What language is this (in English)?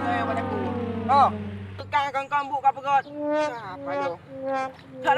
Achinese